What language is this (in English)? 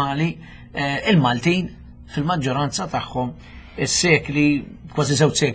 Maltese